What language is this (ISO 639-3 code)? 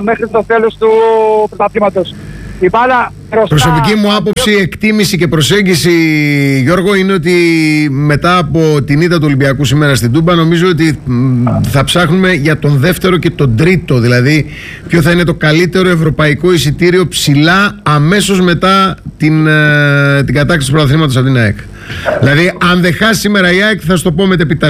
ell